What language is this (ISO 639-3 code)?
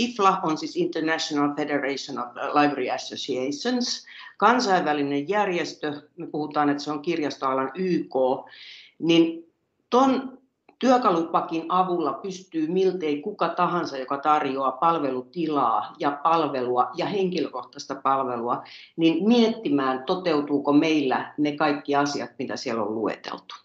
fin